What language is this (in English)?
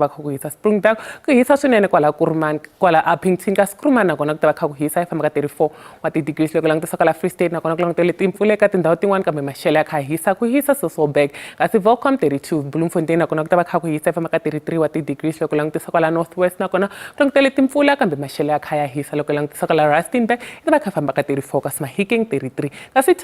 Tsonga